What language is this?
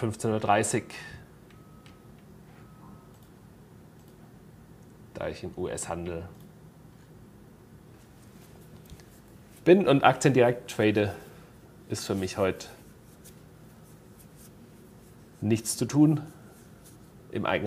German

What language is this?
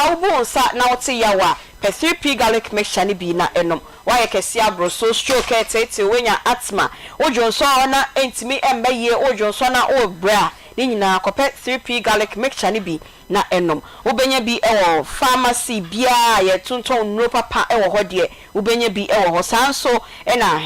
Akan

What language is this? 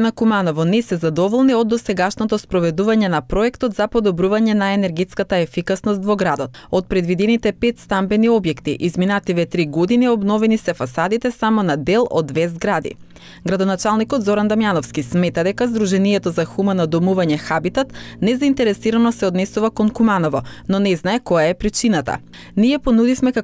Macedonian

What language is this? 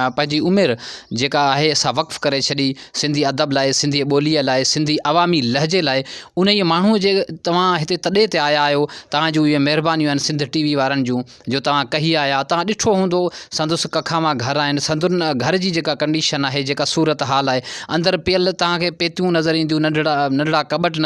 Sindhi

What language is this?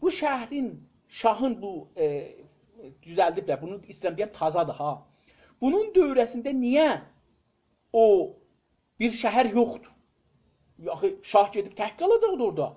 South Azerbaijani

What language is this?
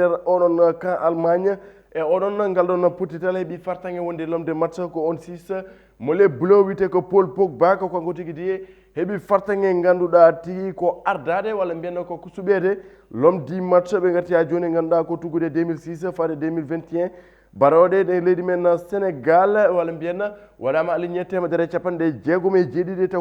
Fula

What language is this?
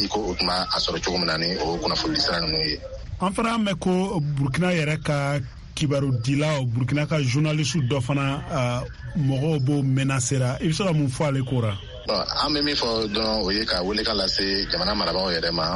Bambara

